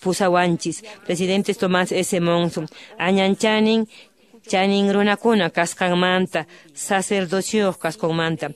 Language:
Quechua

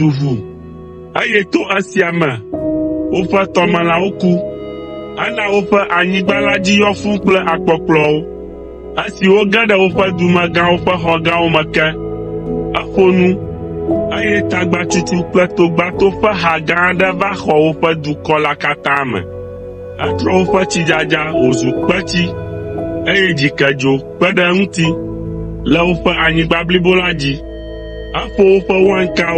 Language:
Ewe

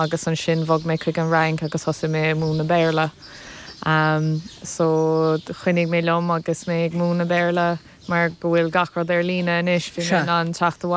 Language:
Irish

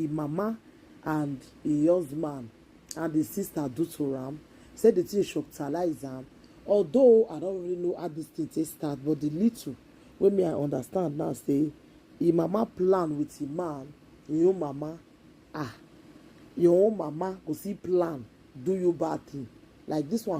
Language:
Nigerian Pidgin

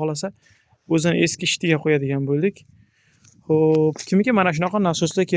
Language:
Uzbek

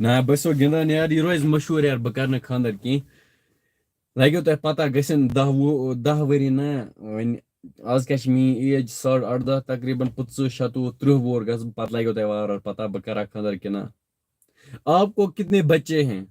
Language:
Kashmiri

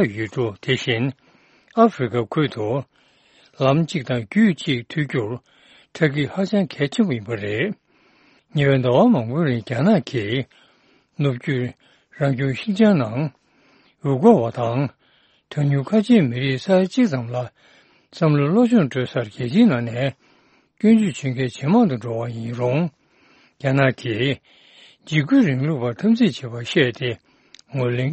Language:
Tibetan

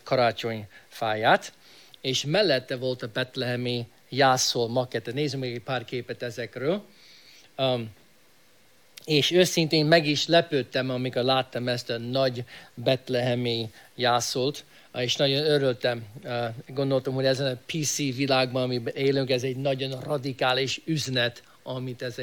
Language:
Hungarian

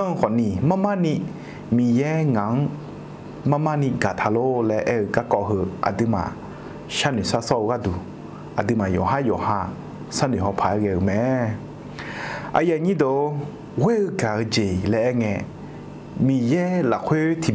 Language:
Akha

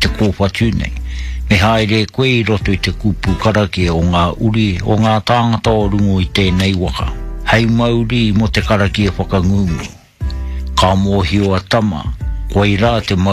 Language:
Māori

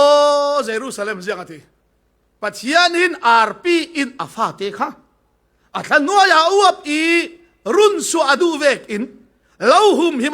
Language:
Falam Chin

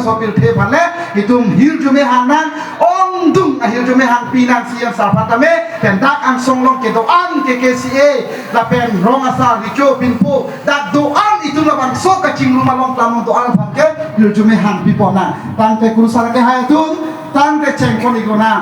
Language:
Karbi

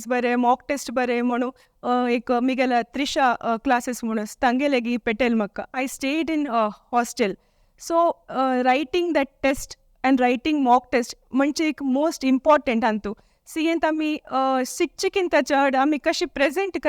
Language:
Konkani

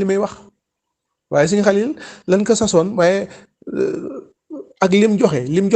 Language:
Wolof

